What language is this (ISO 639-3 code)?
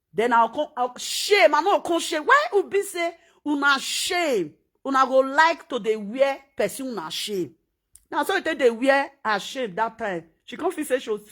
pcm